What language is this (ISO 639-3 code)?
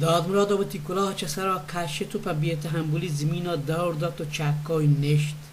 bal